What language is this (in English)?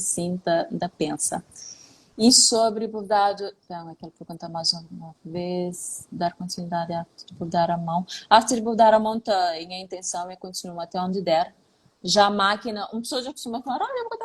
Kabuverdianu